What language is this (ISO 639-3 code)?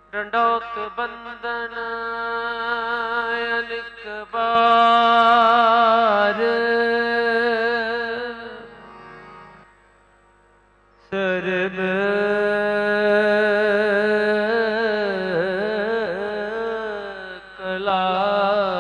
pan